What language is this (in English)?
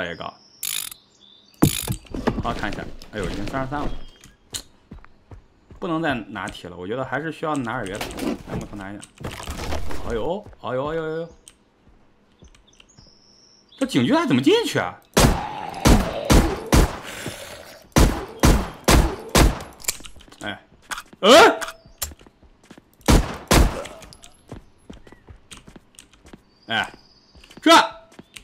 Chinese